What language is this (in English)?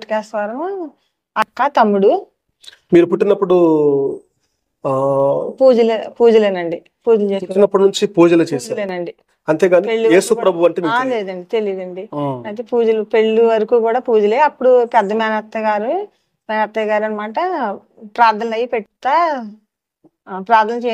Telugu